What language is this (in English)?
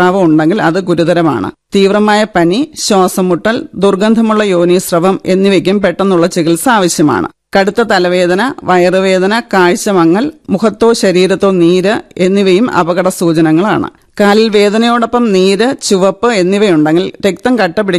Malayalam